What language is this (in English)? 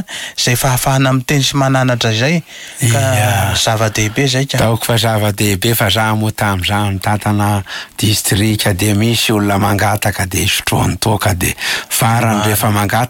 Malagasy